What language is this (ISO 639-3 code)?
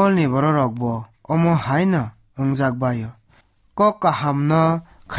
trp